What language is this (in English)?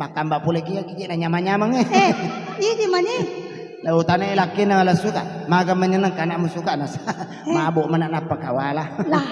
Buginese